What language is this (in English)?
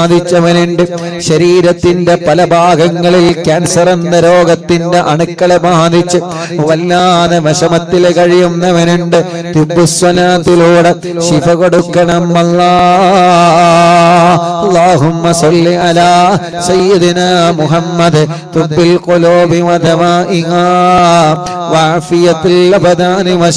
Malayalam